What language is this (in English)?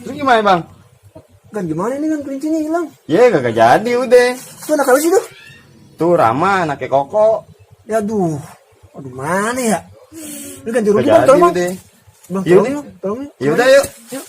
Betawi